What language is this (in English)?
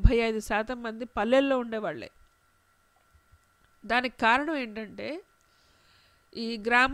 Telugu